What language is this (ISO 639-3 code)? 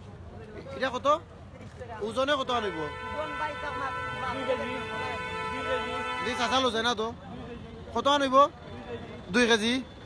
syl